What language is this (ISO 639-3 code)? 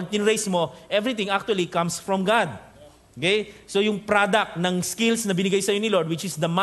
fil